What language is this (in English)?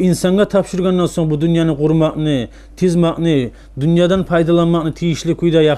Kumyk